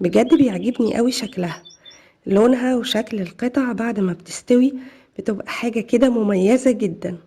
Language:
Egyptian Arabic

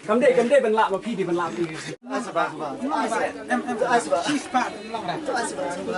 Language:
Khasi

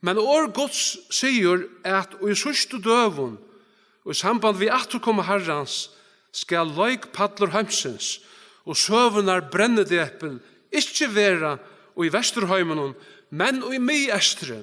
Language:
Faroese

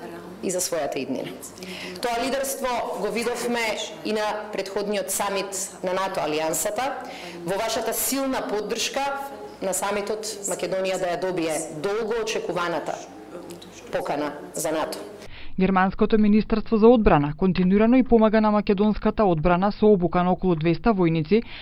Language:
Macedonian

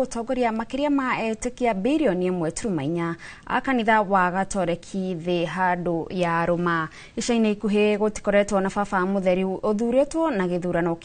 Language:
Kikuyu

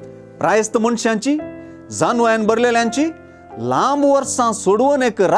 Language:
Konkani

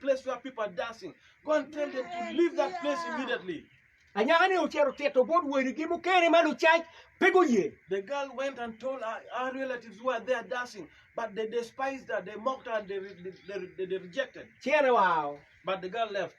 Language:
Acoli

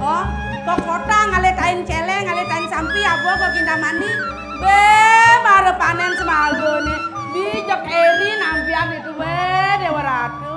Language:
Balinese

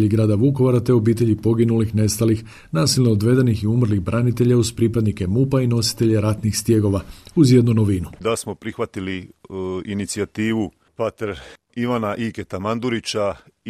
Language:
Croatian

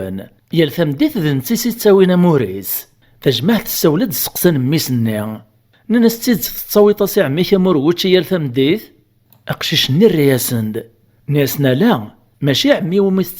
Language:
Kabyle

